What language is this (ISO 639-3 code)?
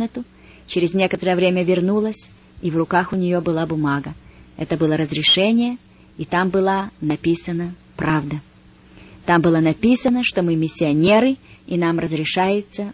rus